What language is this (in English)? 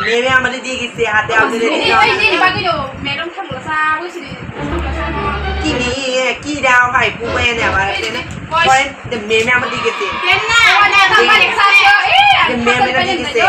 Kok Borok